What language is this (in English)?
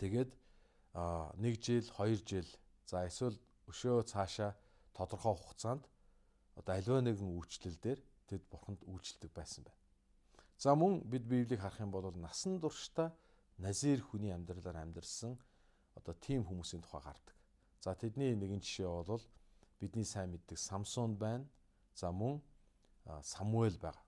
Mongolian